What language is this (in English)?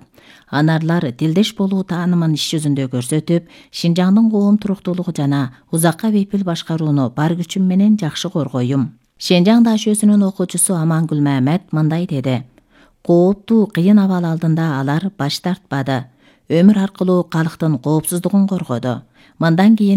Kyrgyz